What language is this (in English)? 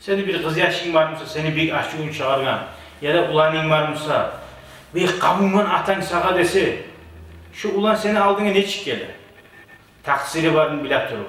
Kumyk